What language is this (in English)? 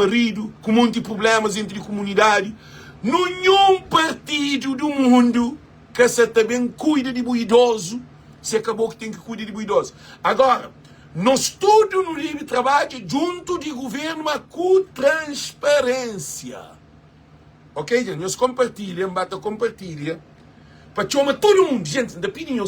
Kabuverdianu